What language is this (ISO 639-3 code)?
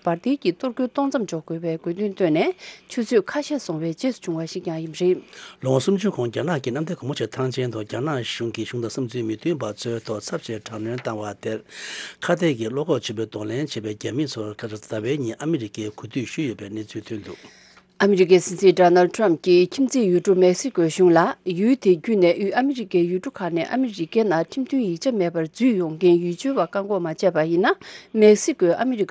bod